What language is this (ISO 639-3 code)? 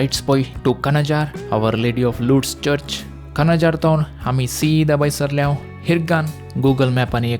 kok